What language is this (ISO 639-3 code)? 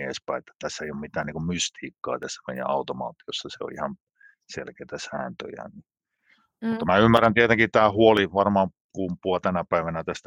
fin